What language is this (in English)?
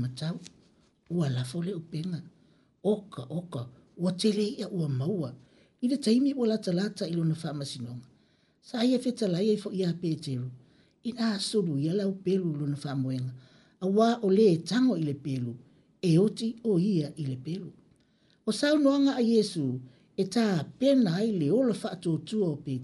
Samoan